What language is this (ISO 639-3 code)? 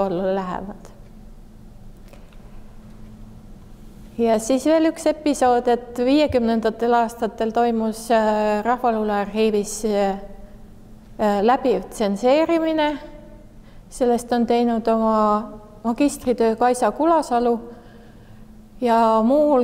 est